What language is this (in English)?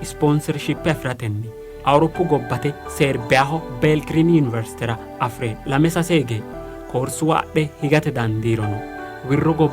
Sidamo